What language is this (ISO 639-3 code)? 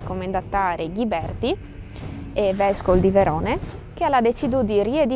fur